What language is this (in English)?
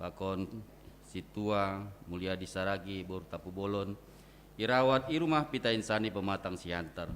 Batak Simalungun